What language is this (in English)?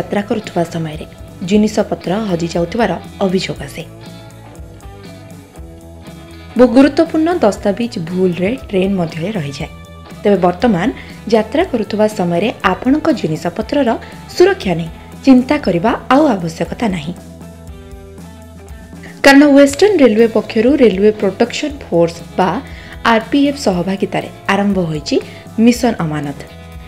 Odia